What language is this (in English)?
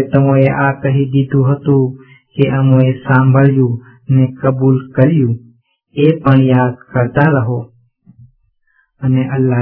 Gujarati